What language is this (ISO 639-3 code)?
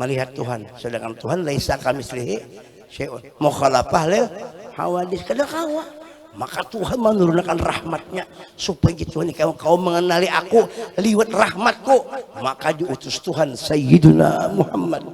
bjn